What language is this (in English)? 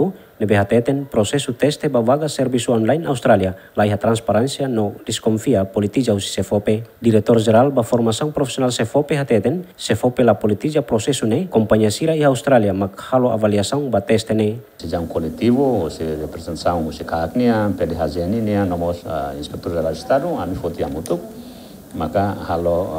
Tetum